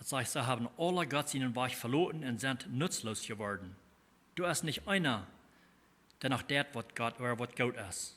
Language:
Plautdietsch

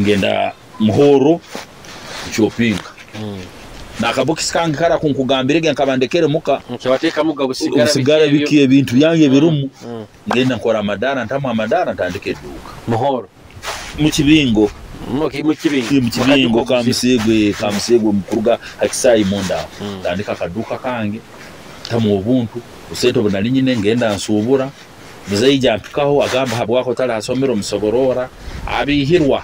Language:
Nyoro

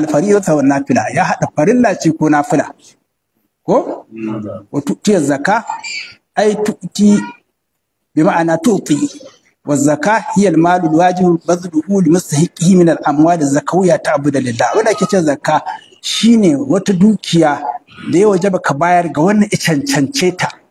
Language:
Hausa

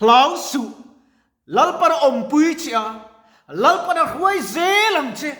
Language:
Mizo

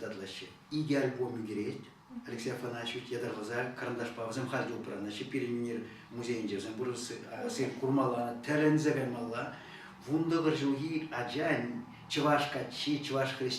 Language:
Chuvash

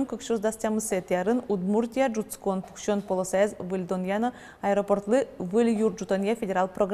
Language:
Udmurt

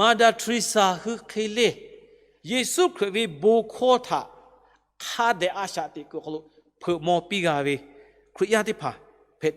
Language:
Lahu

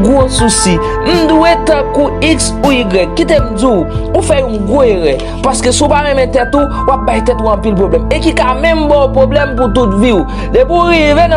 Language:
Haitian Creole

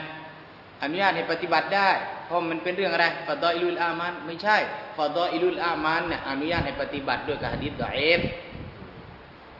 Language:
Thai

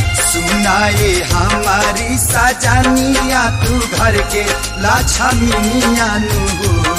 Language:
Bhojpuri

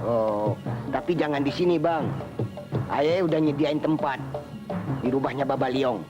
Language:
Betawi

